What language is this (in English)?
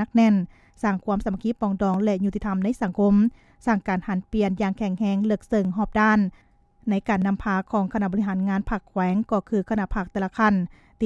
Lao